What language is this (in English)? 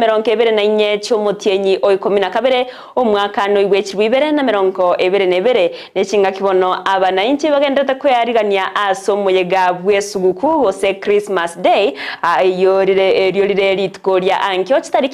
Gusii